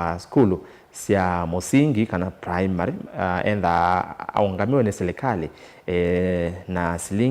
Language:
Kamba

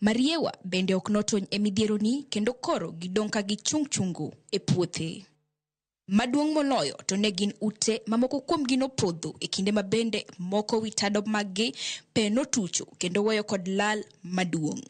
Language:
Luo (Kenya and Tanzania)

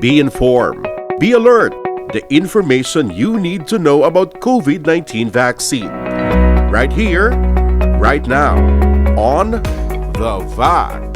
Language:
Hiligaynon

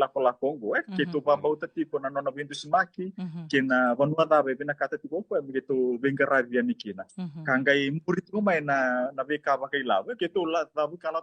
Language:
Fijian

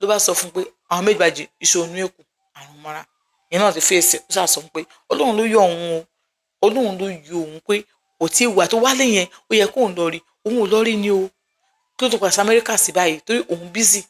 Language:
Yoruba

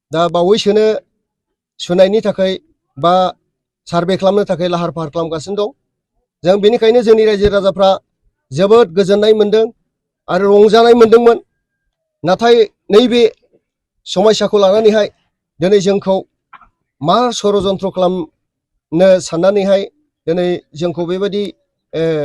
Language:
Bodo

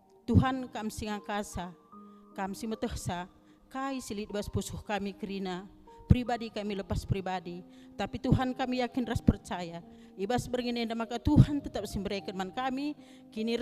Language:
Batak Karo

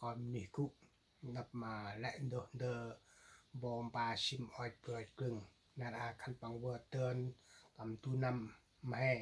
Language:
Central Mnong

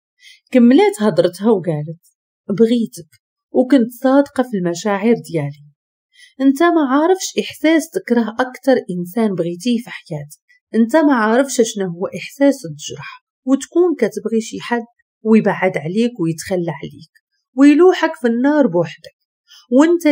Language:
Moroccan Arabic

